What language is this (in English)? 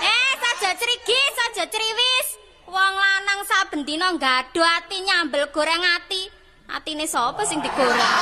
Javanese